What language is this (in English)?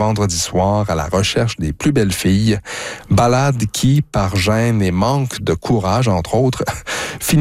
French